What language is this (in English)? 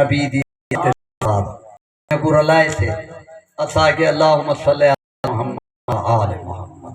Saraiki